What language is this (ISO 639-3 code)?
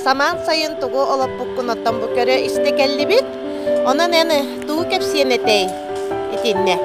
sah